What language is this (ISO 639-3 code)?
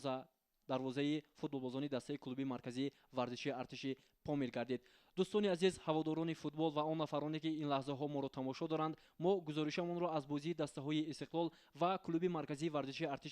tgk